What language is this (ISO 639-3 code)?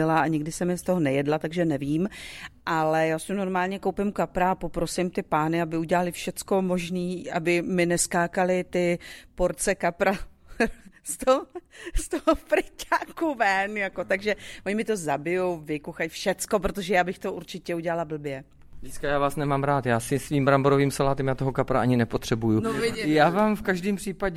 ces